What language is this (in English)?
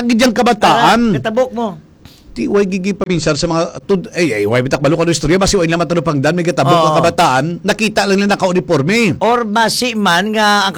Hiligaynon